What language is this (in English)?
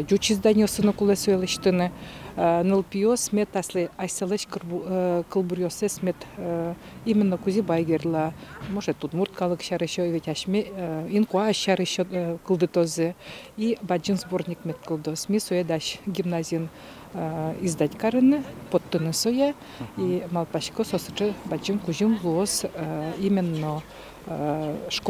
Udmurt